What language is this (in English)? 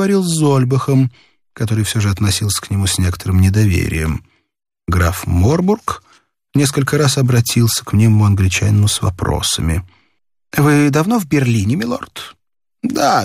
Russian